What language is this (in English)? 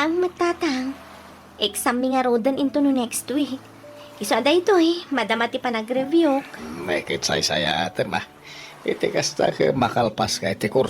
Iloko